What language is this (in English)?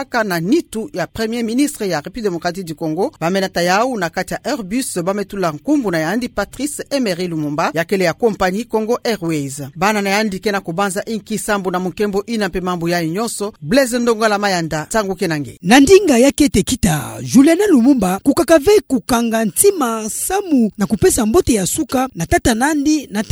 Kituba (Democratic Republic of Congo)